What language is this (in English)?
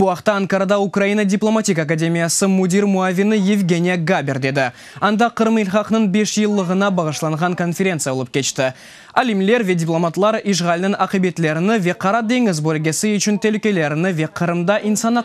Crimean Tatar